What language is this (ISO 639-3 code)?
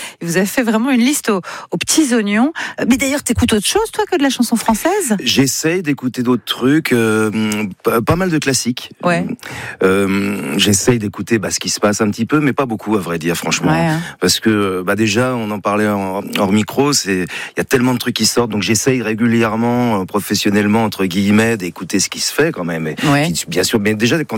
fra